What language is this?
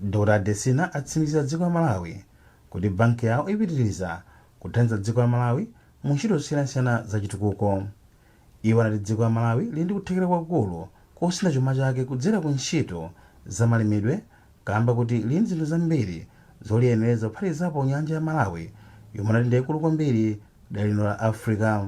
Nyanja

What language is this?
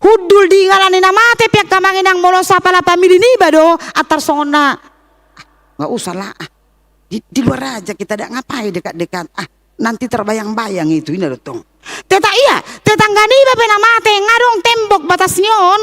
Batak Toba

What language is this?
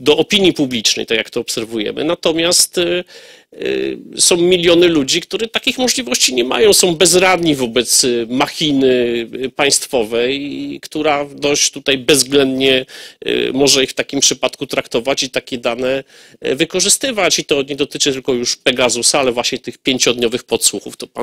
Polish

